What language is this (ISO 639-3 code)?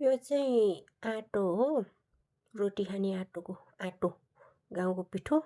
nep